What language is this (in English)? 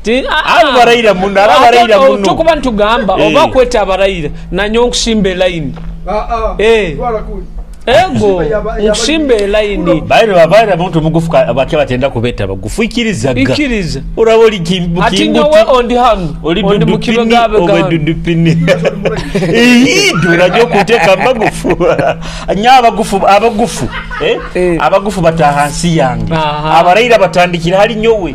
Nyoro